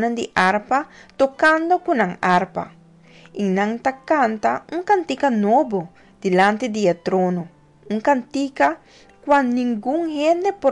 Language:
Papiamento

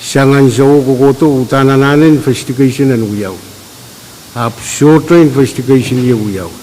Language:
Pohnpeian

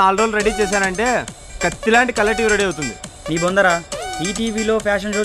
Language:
Telugu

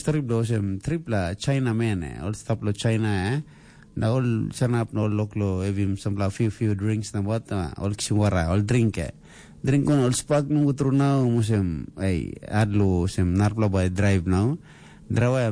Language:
Tok Pisin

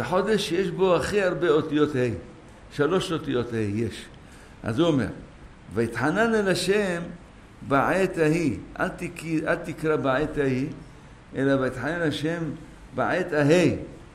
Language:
Hebrew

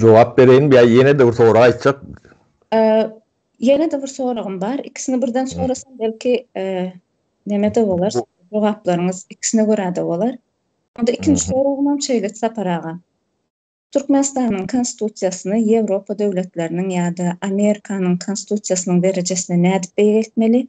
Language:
Turkmen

